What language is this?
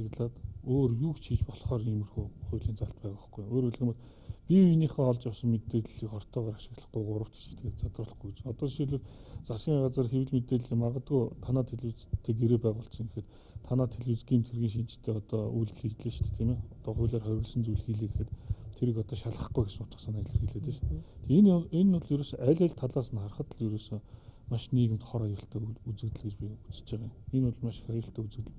Mongolian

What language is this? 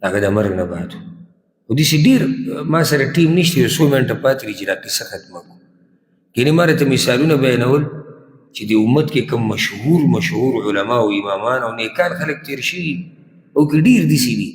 Pashto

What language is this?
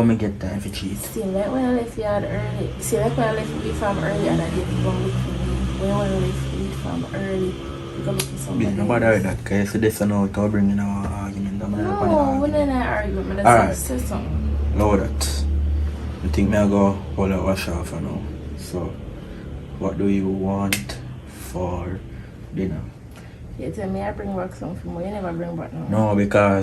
Jamaican Creole English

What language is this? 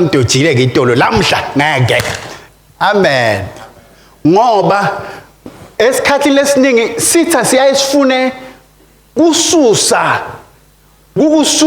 Swati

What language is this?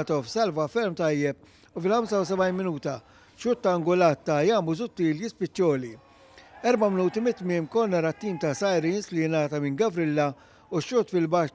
Maltese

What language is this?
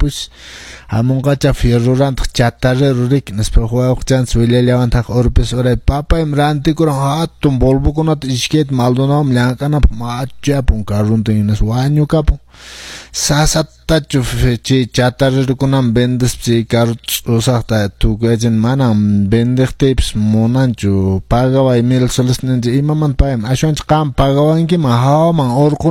Quechua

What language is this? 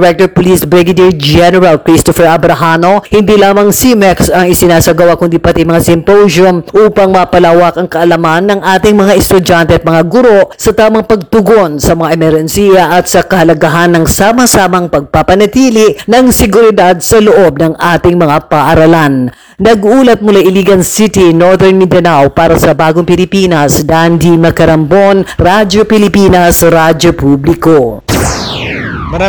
Filipino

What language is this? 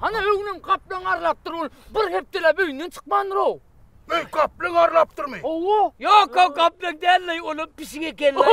Turkmen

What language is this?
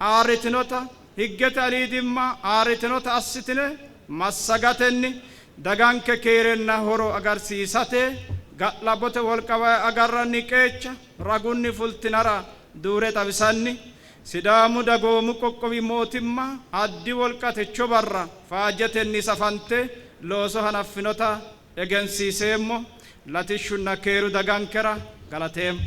Sidamo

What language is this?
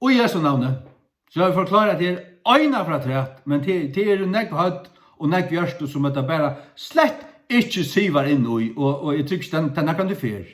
Faroese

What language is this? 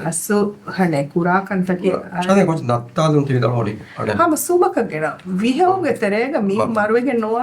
Divehi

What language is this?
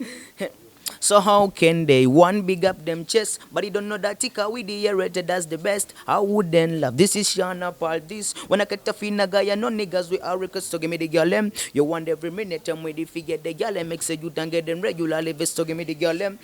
Ganda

